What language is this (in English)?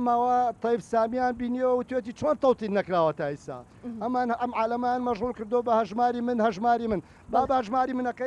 Central Kurdish